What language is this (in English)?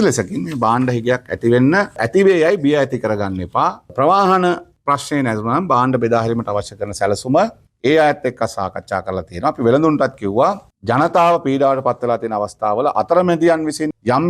Sinhala